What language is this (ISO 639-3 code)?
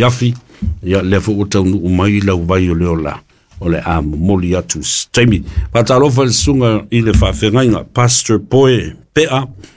smo